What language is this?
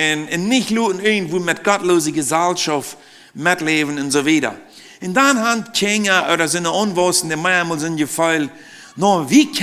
Plautdietsch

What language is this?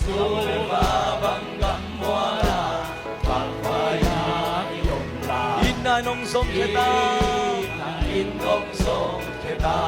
Tedim Chin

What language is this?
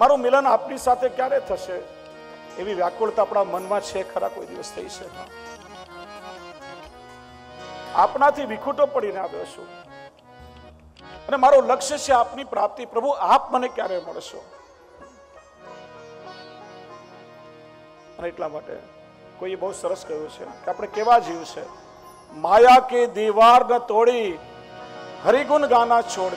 Gujarati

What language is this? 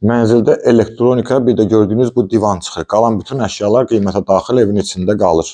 Azerbaijani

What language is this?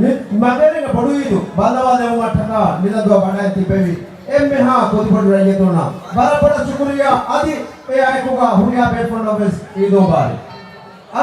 Divehi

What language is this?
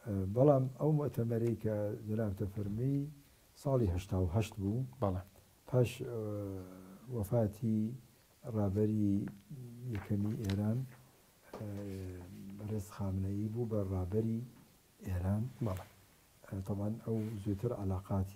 Central Kurdish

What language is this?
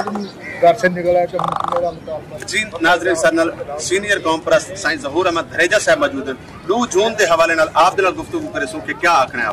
Saraiki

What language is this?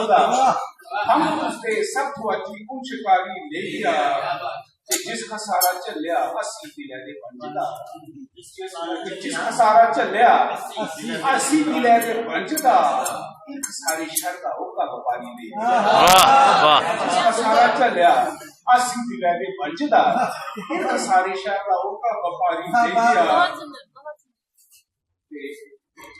Dogri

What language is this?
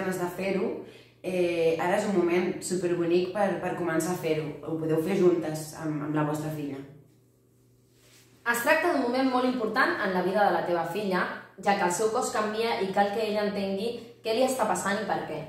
Catalan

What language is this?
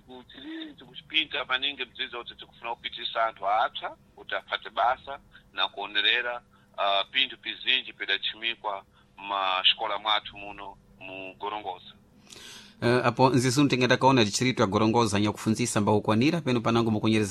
Sena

